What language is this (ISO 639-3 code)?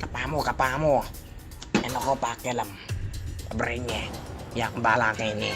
pam